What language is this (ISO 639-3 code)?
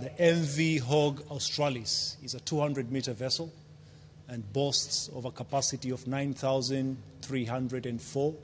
luo